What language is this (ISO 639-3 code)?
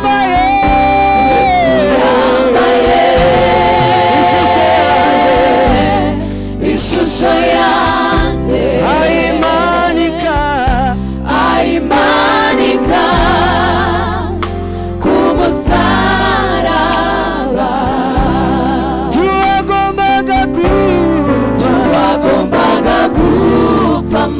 kin